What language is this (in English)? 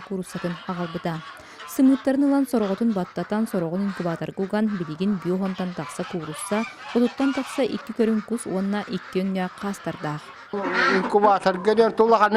Yakut